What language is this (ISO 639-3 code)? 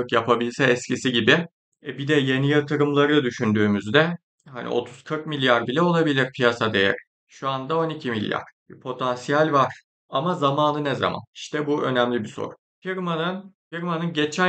tur